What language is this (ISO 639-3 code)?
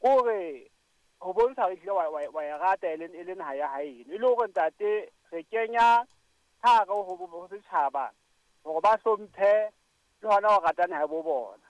sot